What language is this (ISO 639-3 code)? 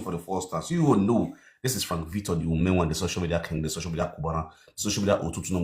pcm